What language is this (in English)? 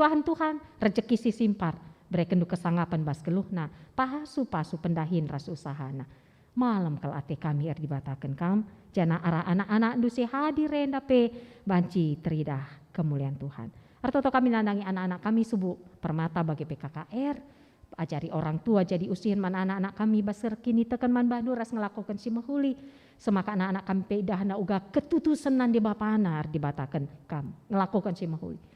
Batak Karo